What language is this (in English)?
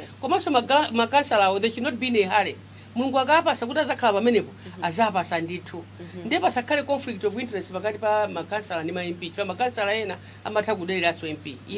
Nyanja